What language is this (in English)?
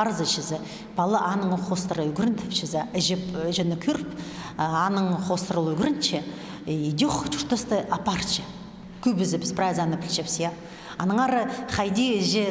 Khakas